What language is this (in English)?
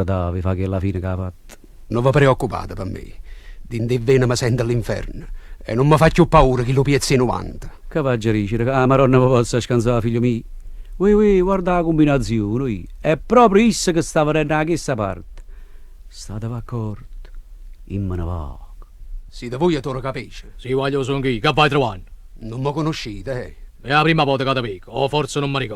Neapolitan